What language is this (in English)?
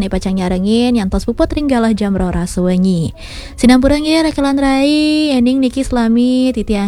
Balinese